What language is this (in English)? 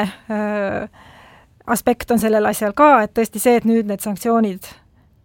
Estonian